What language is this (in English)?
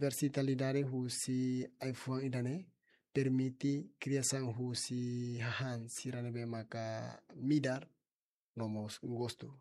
Tetum